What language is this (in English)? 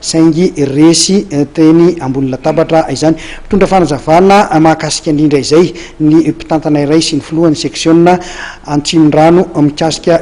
Malagasy